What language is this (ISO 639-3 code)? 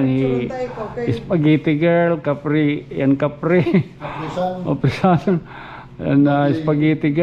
war